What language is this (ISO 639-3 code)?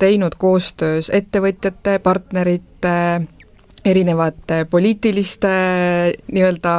est